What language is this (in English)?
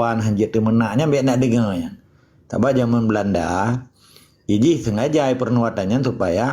Achinese